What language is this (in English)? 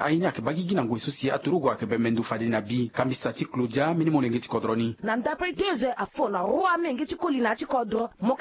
Sango